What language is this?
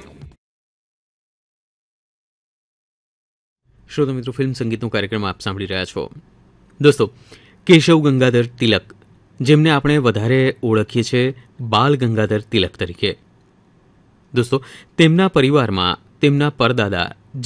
Gujarati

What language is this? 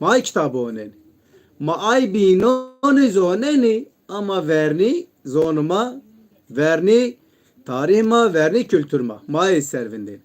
Zaza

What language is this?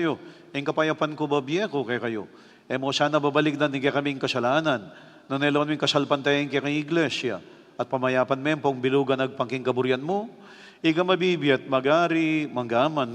Pampanga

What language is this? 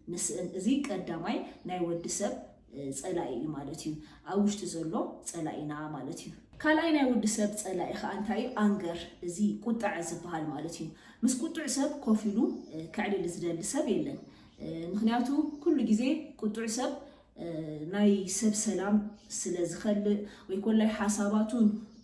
Tigrinya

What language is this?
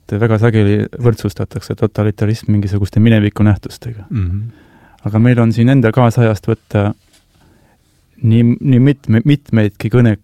Estonian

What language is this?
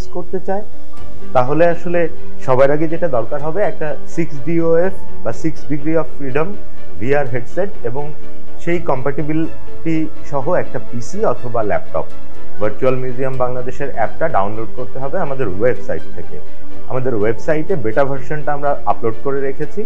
Bangla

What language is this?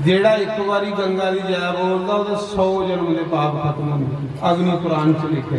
Dogri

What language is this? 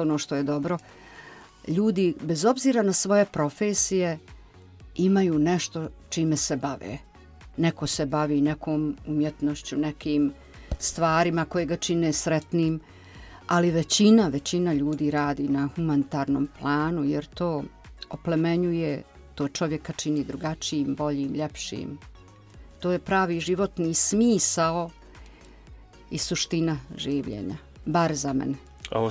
Bosnian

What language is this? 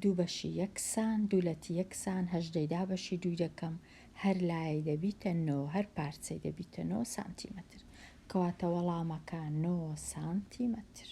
Central Kurdish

